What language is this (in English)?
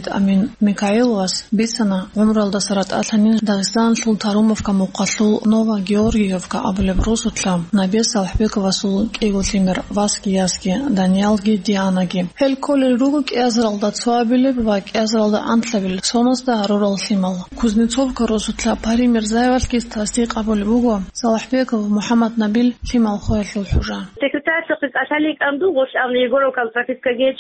Avaric